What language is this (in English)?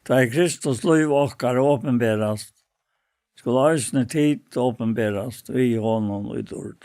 Faroese